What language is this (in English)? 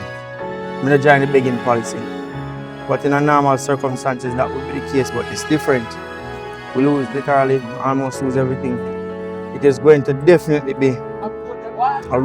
Jamaican Creole English